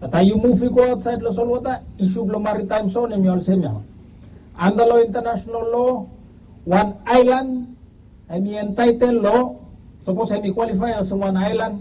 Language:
Bislama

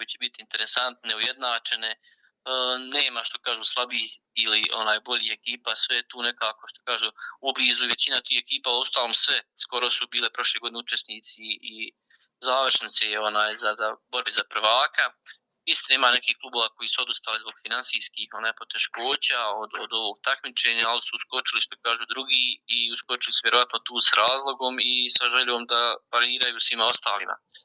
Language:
Bosnian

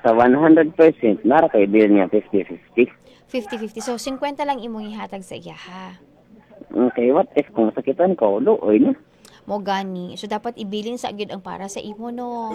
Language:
Cebuano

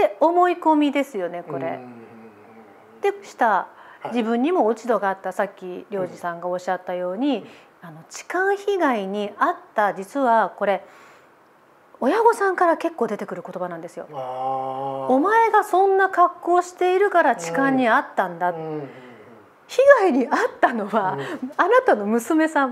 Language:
Japanese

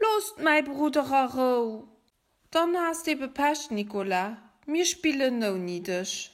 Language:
Luxembourgish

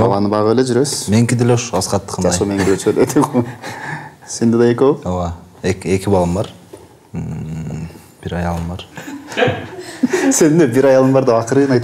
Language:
Kyrgyz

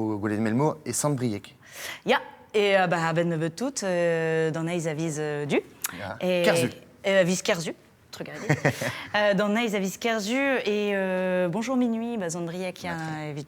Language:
Breton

